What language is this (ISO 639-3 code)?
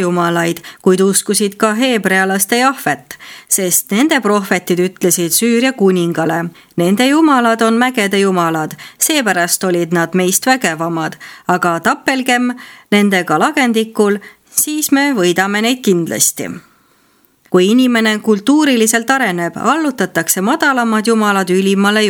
est